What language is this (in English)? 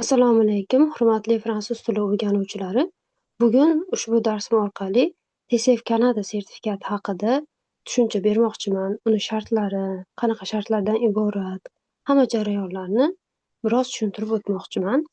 Uzbek